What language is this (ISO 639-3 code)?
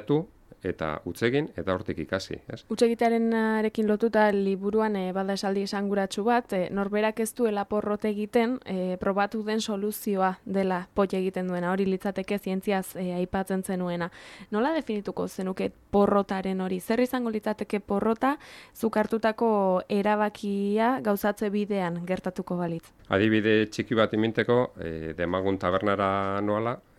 eus